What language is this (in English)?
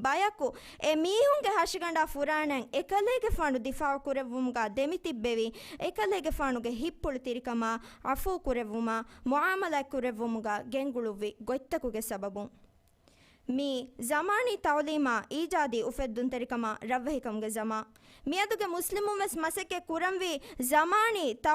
Divehi